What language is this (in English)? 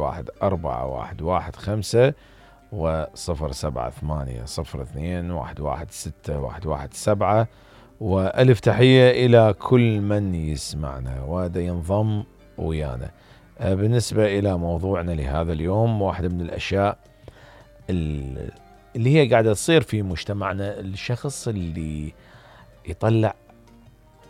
Mesopotamian Arabic